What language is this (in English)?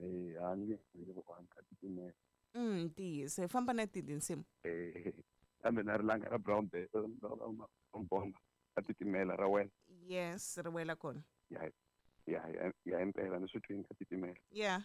Tsonga